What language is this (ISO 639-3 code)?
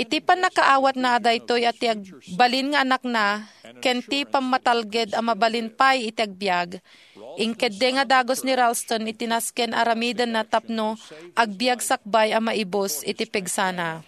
ilo